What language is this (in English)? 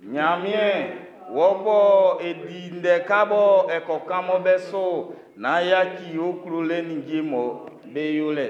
Baoulé